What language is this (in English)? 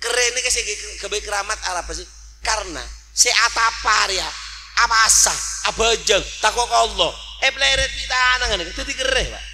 Madurese